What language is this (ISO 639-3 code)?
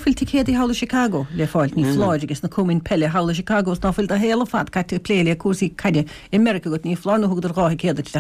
gle